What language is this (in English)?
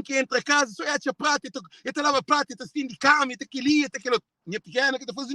Kabuverdianu